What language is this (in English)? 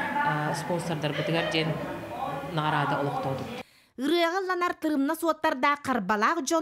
Yakut